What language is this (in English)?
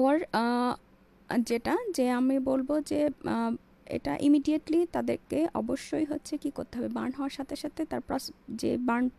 Bangla